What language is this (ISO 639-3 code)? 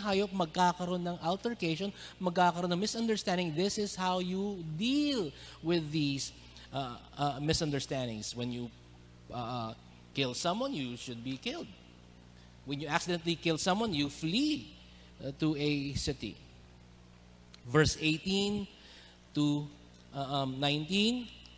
fil